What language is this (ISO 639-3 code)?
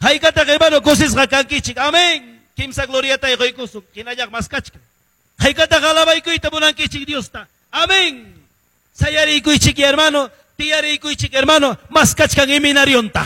que